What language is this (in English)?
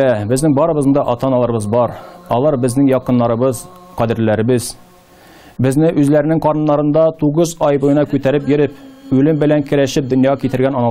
Tatar